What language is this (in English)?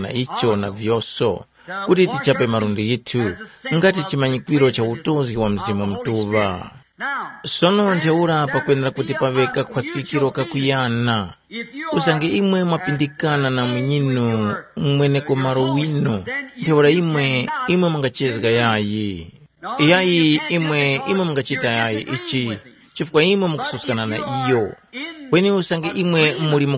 Tumbuka